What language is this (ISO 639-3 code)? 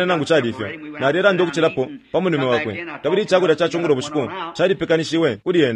bem